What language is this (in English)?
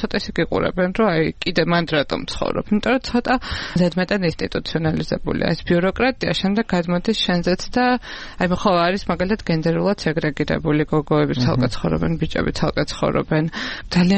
Georgian